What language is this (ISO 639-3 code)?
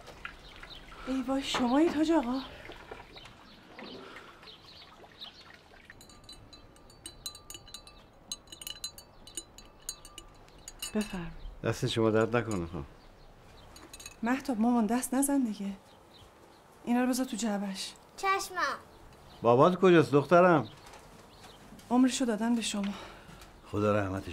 fas